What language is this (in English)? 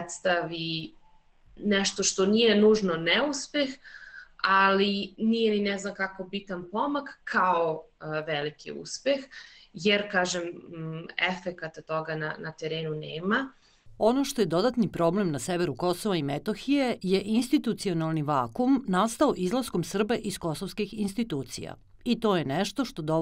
Serbian